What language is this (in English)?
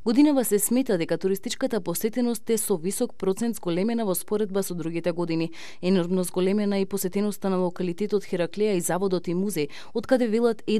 Macedonian